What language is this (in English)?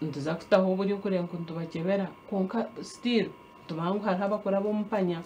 Nyankole